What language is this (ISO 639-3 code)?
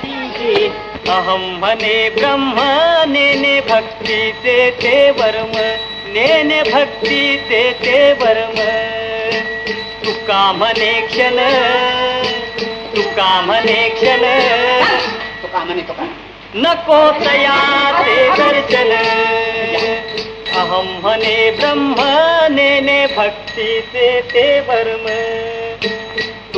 mar